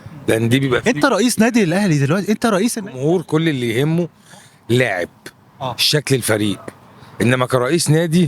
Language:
Egyptian Arabic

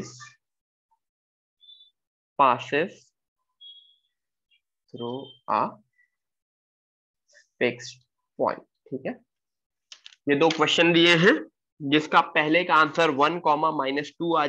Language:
Hindi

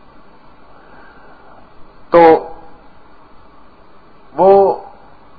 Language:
Urdu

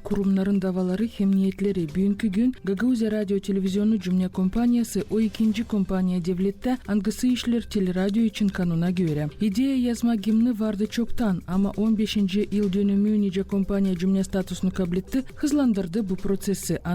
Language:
Gagauz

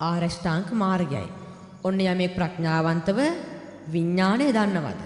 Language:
Sinhala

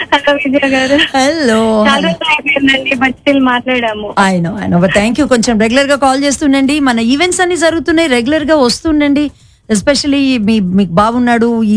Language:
Telugu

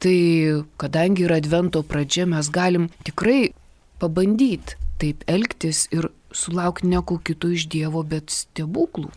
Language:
Lithuanian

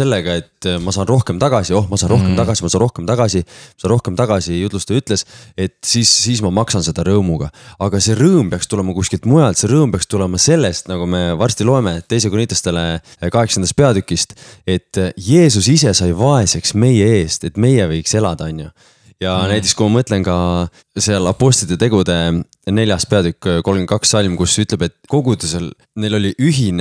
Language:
Estonian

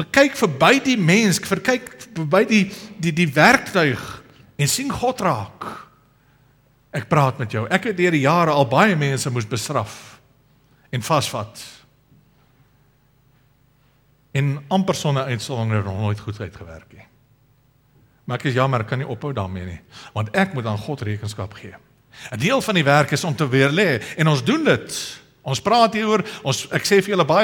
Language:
Afrikaans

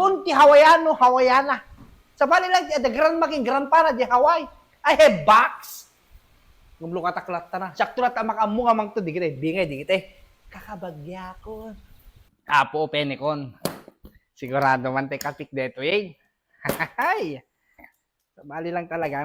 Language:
Iloko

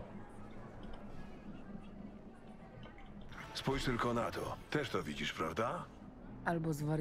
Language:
Polish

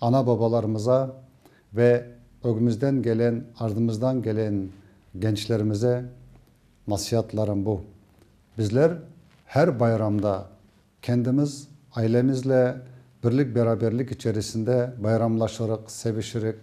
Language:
Crimean Tatar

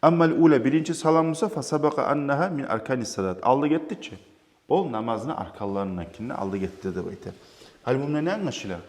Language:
Kumyk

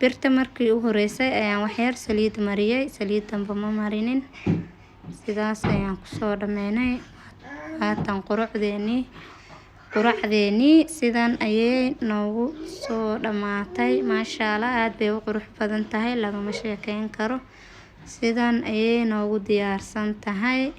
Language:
Somali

